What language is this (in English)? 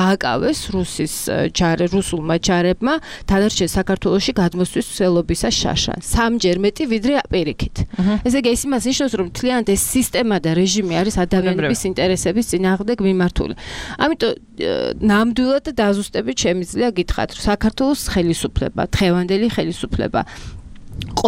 Georgian